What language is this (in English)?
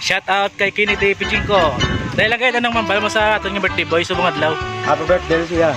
Hiligaynon